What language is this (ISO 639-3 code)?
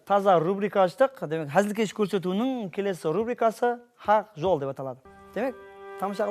kaa